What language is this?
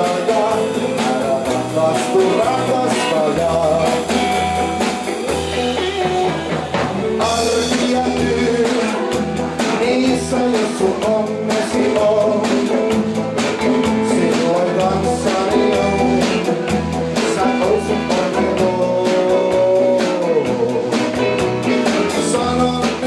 Finnish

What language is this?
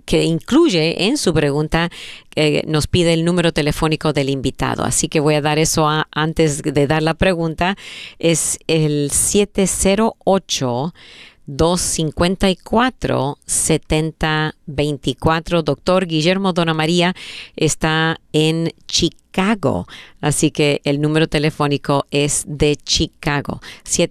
Spanish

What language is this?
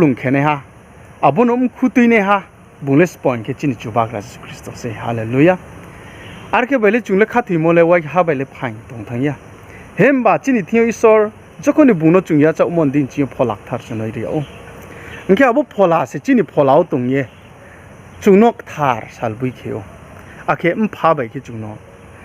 Riang (India)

